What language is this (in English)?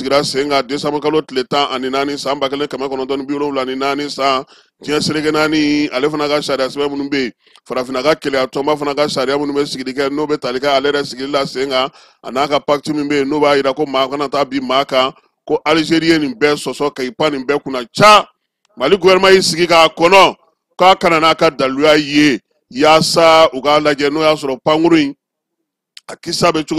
Bambara